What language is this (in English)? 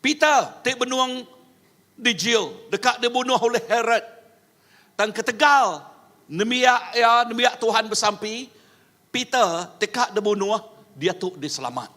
Iban